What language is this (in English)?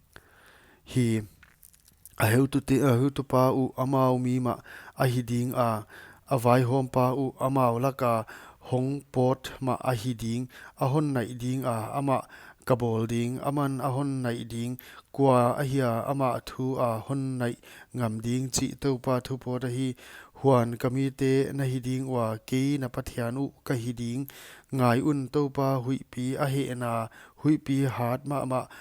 Paite Chin